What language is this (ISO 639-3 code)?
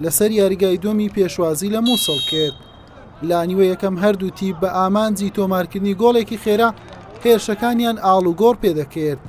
ckb